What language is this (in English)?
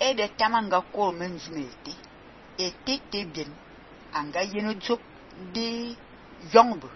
Fang